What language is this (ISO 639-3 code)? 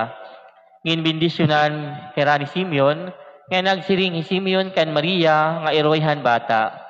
war